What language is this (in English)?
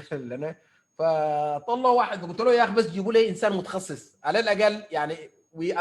Sudanese Arabic